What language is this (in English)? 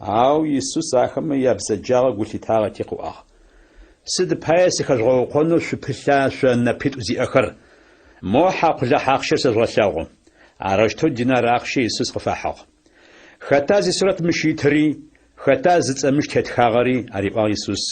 Adyghe